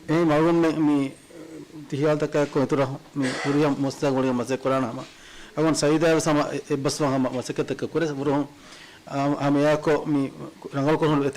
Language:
Divehi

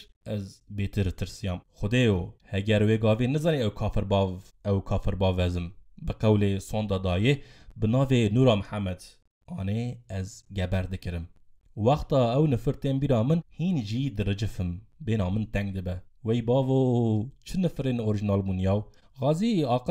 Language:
Kurdish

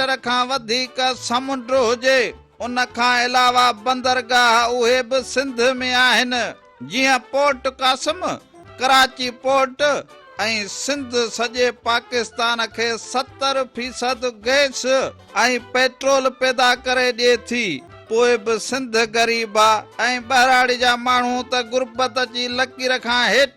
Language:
Sindhi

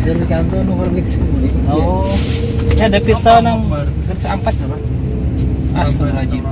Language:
Banjar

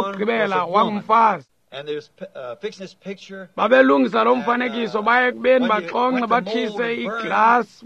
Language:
Xhosa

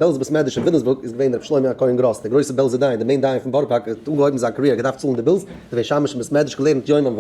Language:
Yiddish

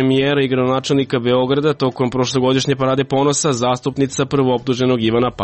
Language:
Serbian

